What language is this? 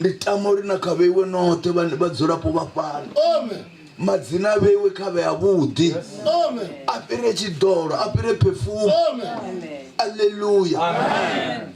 Venda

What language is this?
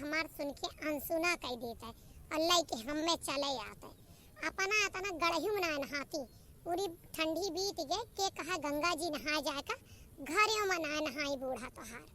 Awadhi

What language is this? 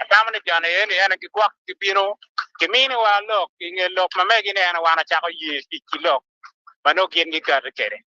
Acoli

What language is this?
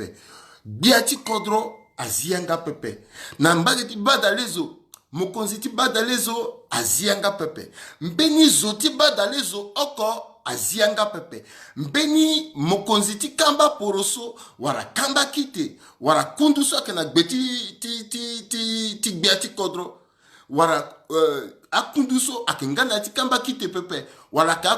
Sango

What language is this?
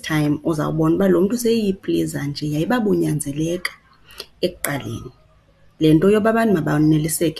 Xhosa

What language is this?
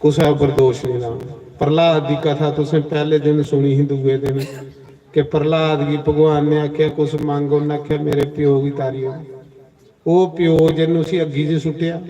Dogri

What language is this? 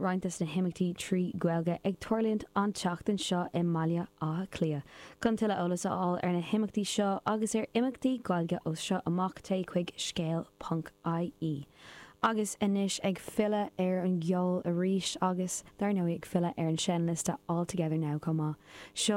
Irish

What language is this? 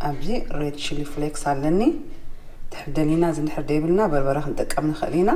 Tigrinya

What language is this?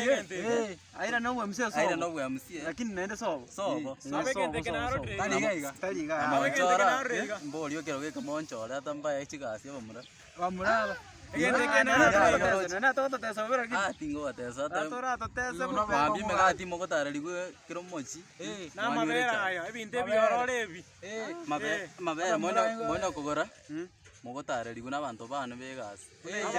Gusii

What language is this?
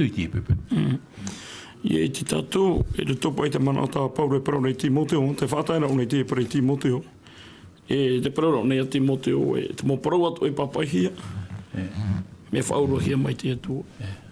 Tahitian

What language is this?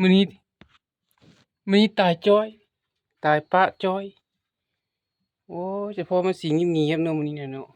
Lao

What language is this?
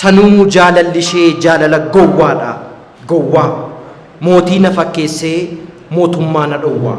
Oromo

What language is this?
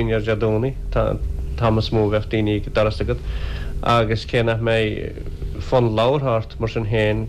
Irish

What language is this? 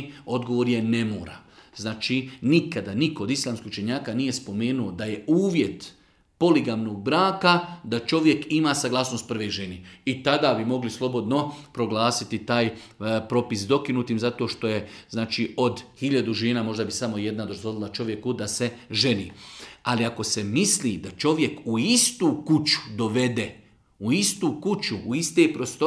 Bosnian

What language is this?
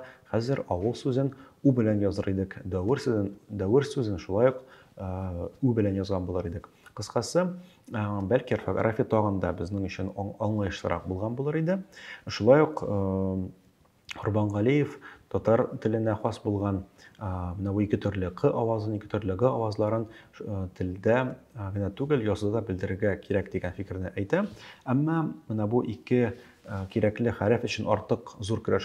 Tatar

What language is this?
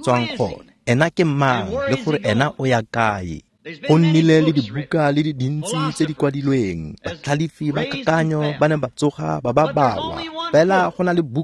Tswana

